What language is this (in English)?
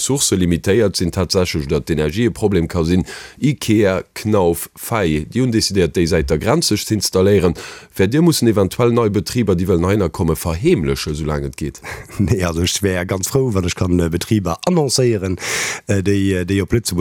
Luxembourgish